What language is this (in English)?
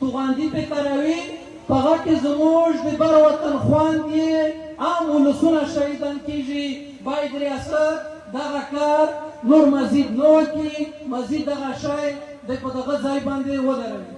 Pashto